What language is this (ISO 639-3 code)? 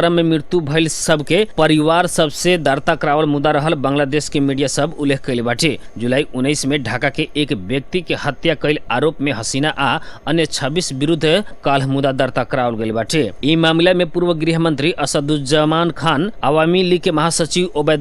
bho